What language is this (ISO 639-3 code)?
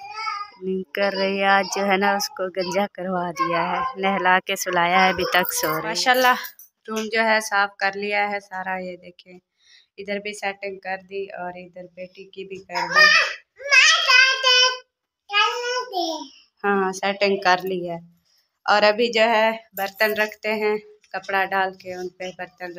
hin